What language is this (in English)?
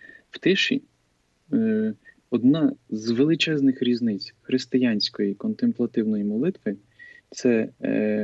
Ukrainian